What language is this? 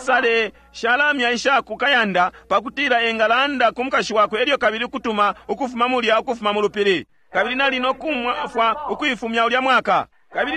Bemba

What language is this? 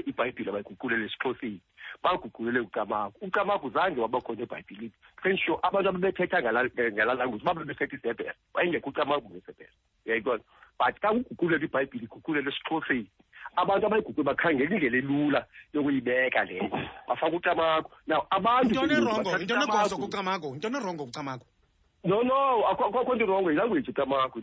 Xhosa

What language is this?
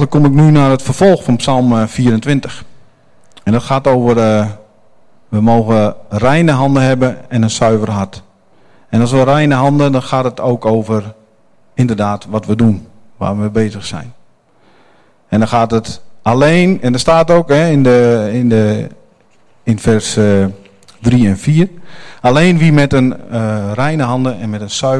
Dutch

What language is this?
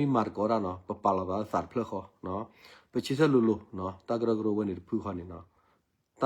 S'gaw Karen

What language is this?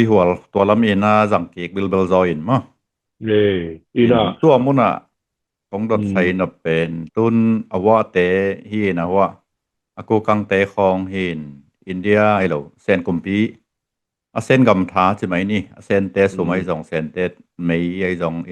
Tedim Chin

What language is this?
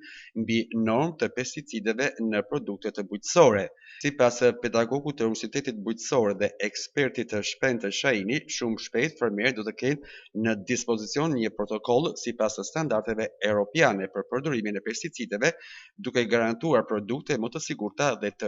Albanian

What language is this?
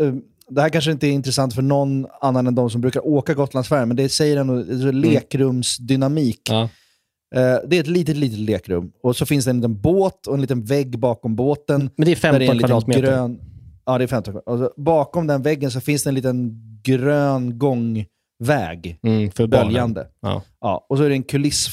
Swedish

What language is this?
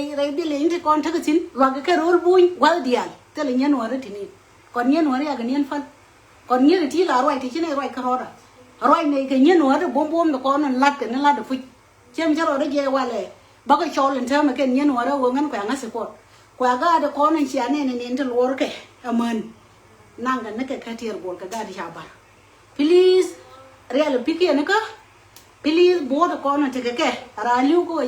Nuer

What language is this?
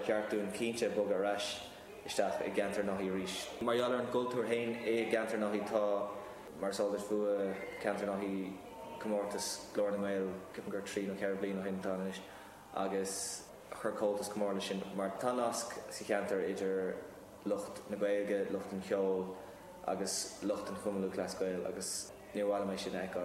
Irish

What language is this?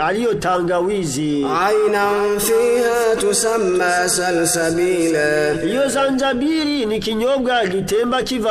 Rundi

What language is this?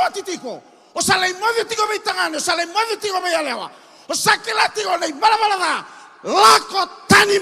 Fijian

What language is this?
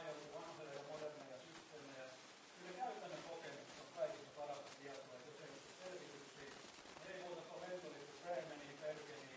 Finnish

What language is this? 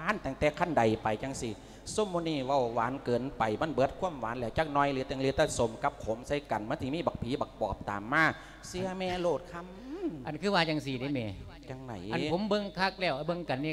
Lao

